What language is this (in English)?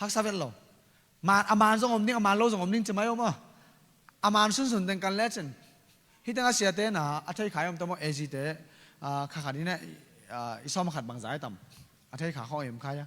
Tedim Chin